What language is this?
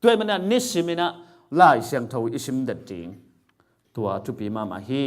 Tedim Chin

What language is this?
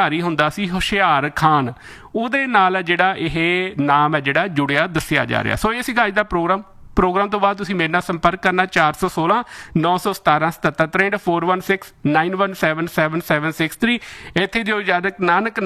Punjabi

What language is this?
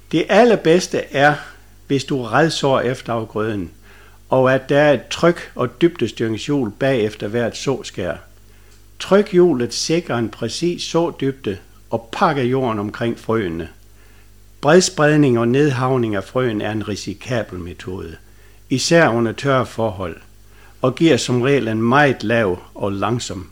Danish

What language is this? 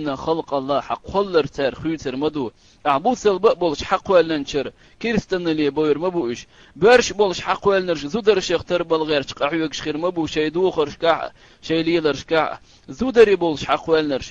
Chechen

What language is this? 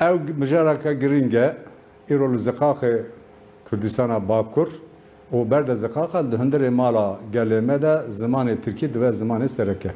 Kurdish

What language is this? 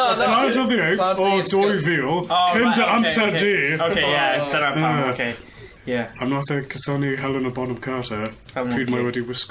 Welsh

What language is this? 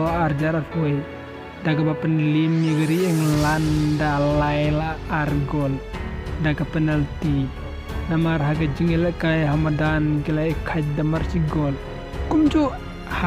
Khasi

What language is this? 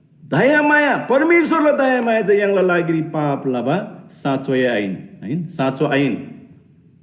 Eastern Tamang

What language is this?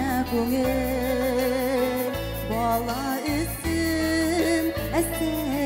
Bashkir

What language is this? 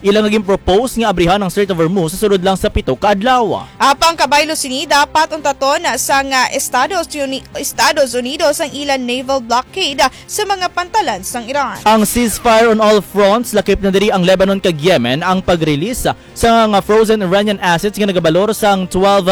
Hiligaynon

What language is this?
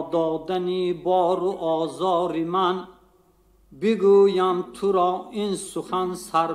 Tajik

